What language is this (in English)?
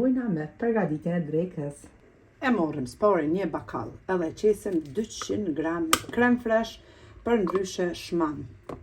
Albanian